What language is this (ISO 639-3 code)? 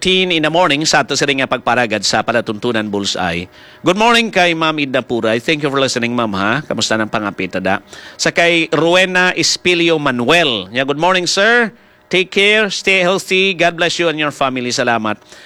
hil